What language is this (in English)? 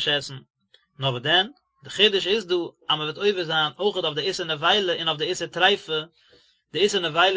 Yiddish